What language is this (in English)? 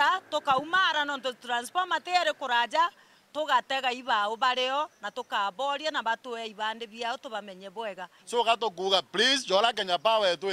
Meru